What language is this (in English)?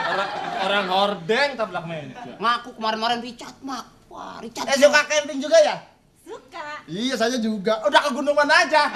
Betawi